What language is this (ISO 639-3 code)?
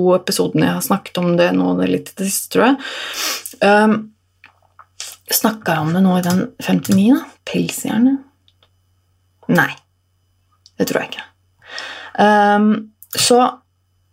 nor